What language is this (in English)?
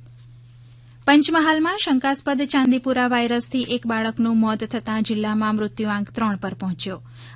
Gujarati